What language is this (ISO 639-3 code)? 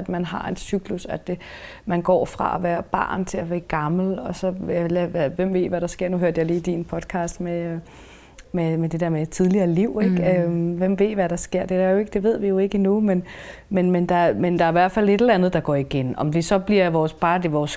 dan